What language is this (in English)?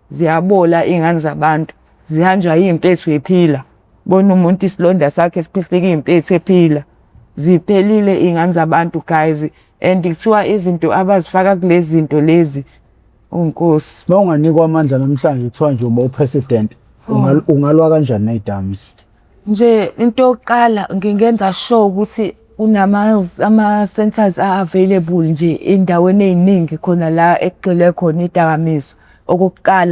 Zulu